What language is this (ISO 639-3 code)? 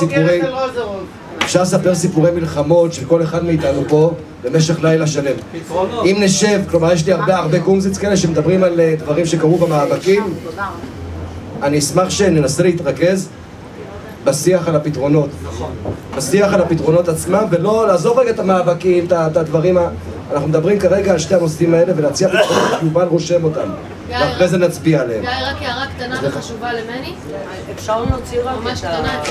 heb